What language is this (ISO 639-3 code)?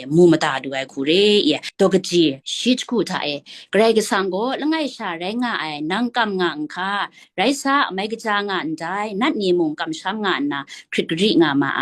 kac